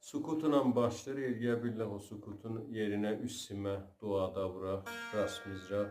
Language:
South Azerbaijani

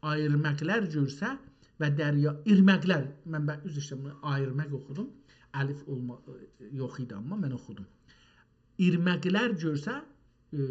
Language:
South Azerbaijani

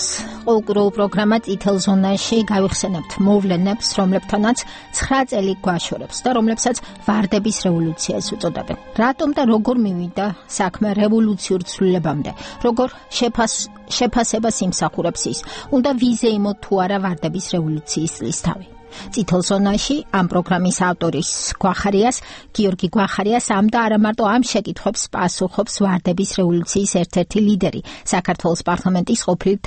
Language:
Georgian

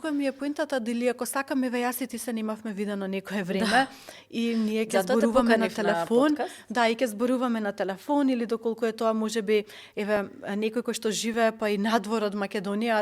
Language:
Macedonian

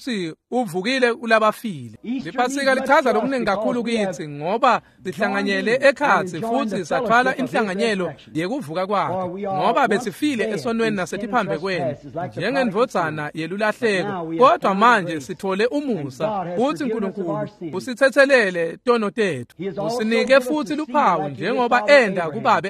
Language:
Swati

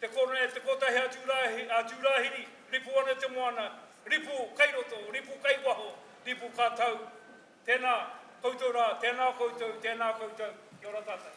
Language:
Māori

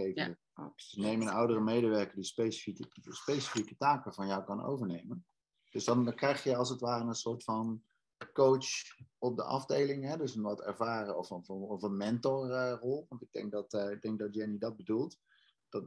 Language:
Dutch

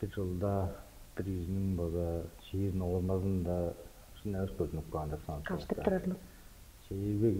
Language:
Tuvinian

